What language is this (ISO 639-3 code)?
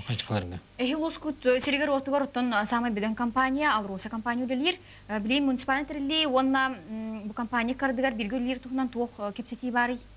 sah